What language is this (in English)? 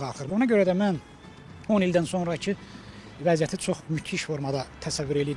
Azerbaijani